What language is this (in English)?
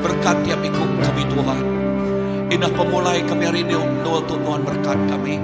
Iban